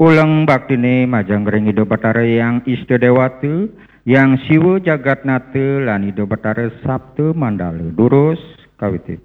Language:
Balinese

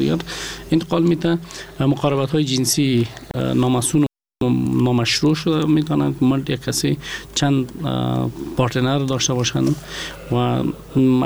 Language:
Persian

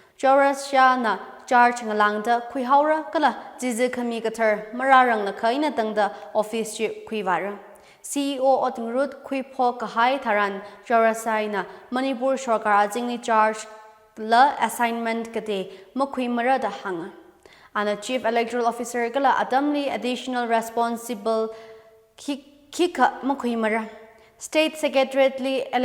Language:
Tangkhul Naga (India)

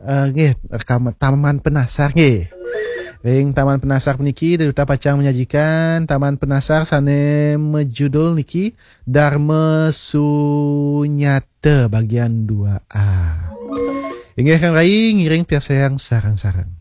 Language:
Balinese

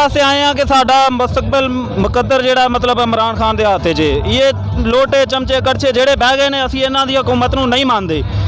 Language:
Western Panjabi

